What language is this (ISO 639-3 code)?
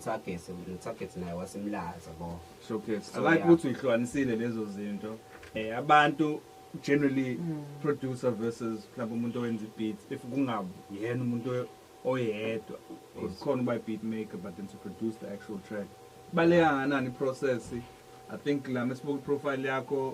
zul